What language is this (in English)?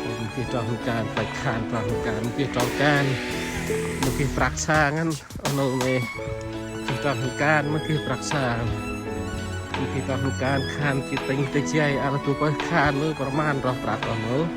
Central Mnong